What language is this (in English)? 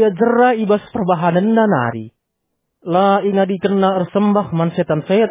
Batak Karo